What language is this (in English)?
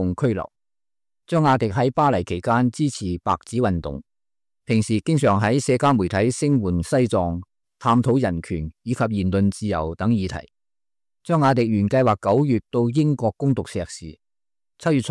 Cantonese